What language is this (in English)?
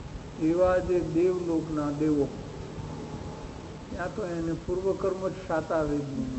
Gujarati